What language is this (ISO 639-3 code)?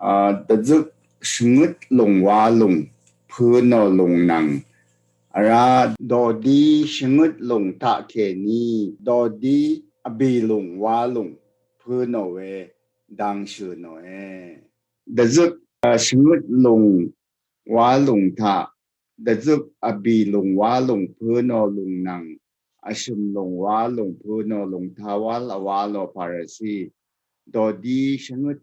raw